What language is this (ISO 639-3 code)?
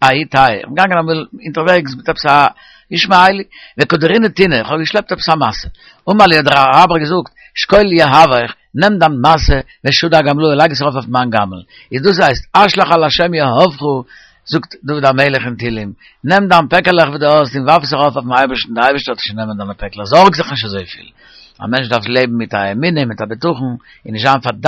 yid